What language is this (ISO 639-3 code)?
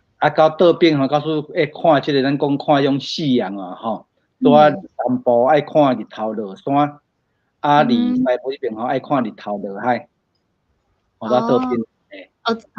nan